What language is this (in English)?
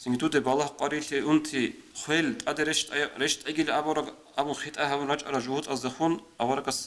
Avaric